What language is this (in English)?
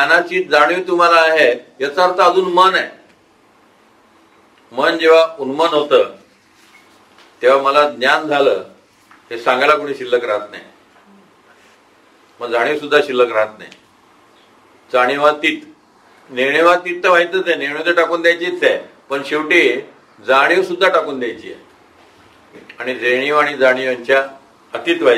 Marathi